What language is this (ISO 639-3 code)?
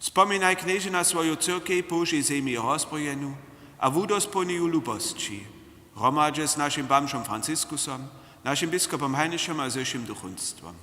hsb